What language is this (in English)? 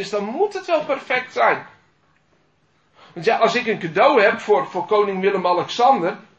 Dutch